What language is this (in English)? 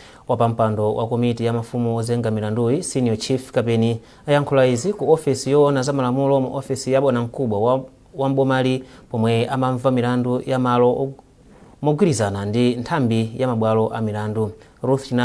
Nyanja